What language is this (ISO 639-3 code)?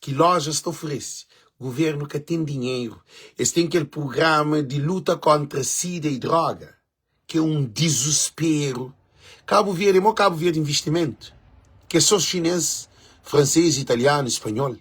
kea